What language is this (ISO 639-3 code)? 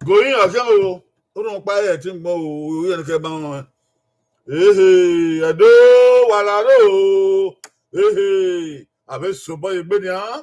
bin